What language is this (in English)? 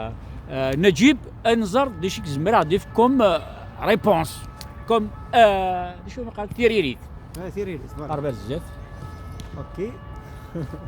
Kabyle